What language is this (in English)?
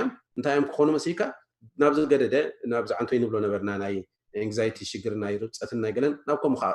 Tigrinya